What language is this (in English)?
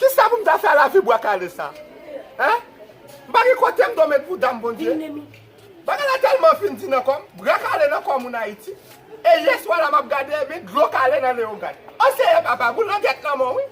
Haitian Creole